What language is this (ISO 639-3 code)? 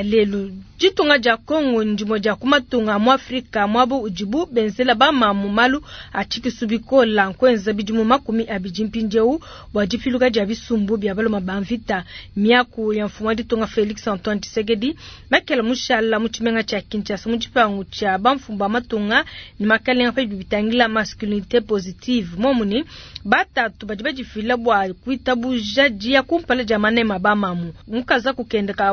lua